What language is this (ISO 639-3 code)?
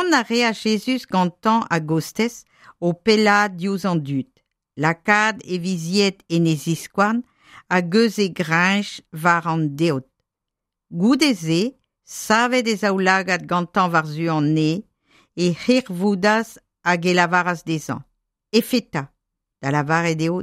bre